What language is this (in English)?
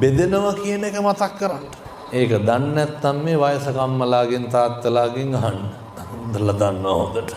Sinhala